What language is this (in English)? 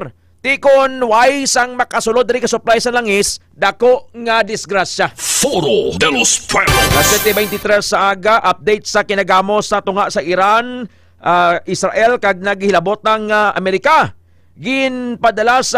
Hiligaynon